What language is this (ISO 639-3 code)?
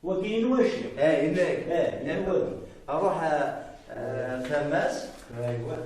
kab